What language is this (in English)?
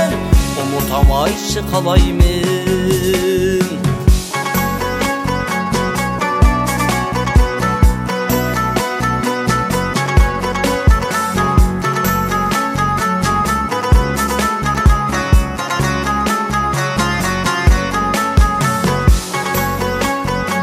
Kazakh